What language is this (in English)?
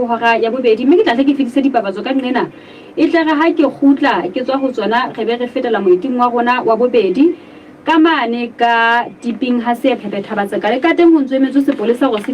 Southern Sotho